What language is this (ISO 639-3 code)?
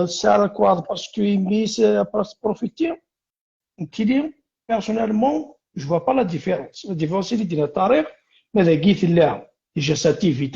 kab